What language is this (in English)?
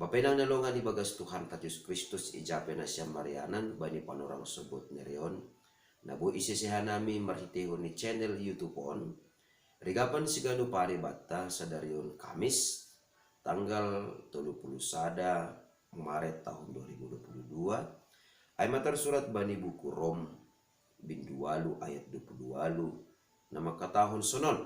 Batak Simalungun